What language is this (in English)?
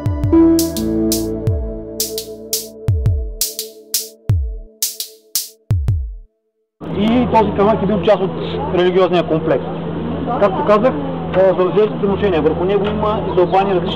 Bulgarian